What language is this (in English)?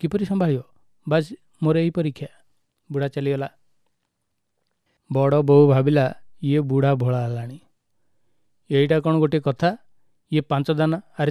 Odia